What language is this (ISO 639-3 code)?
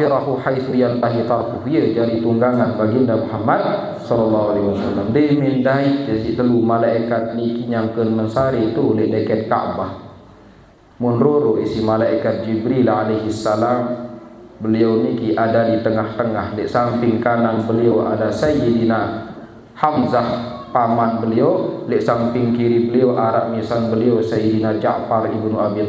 sas